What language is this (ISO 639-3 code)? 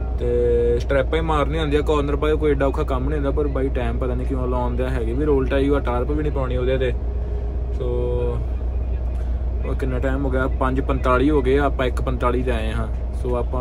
pan